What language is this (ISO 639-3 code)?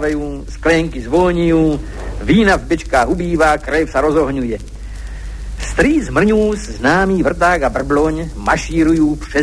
ces